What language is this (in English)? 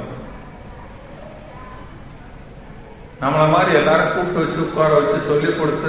Tamil